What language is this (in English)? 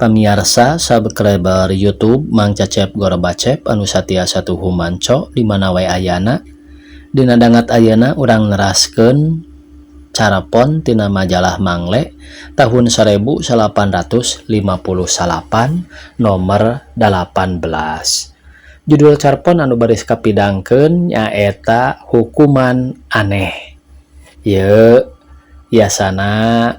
Sundanese